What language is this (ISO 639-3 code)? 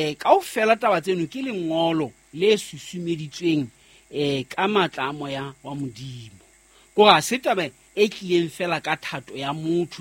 sot